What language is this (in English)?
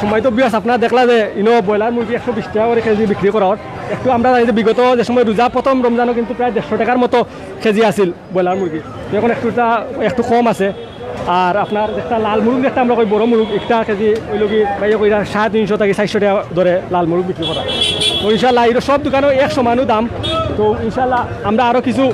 Sylheti